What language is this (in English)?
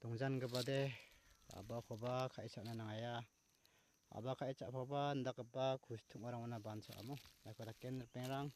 Garo